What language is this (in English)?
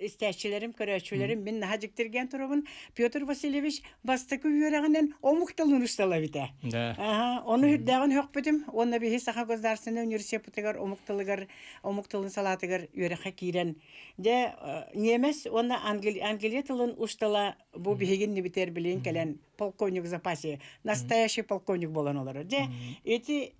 Yakut